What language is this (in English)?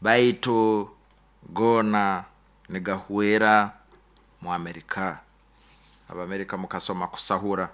Nyoro